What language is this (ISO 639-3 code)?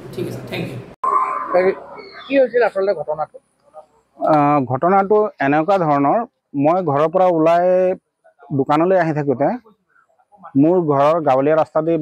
asm